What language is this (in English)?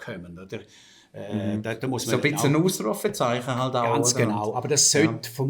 Swiss German